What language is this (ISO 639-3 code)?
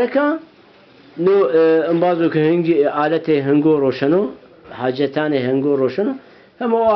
zza